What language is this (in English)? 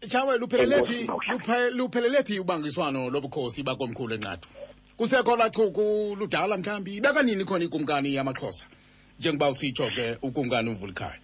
Xhosa